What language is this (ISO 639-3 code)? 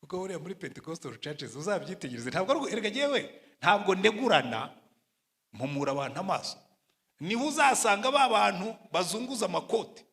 kin